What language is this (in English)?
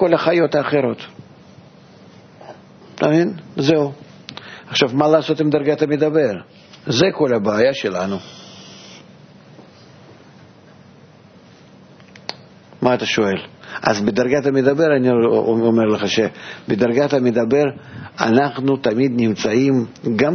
Hebrew